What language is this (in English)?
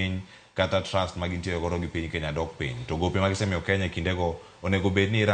Luo (Kenya and Tanzania)